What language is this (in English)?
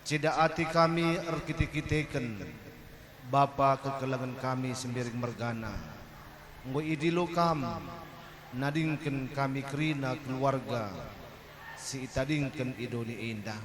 Batak Karo